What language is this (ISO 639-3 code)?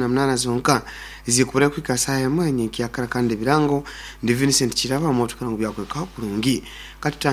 nyo